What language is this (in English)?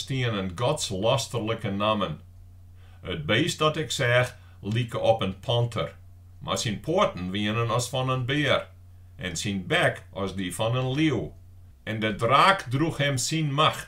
Western Frisian